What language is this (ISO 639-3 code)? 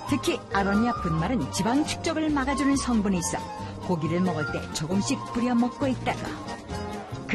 kor